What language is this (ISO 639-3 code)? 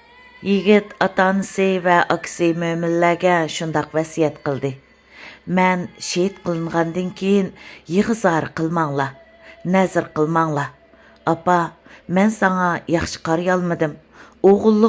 uig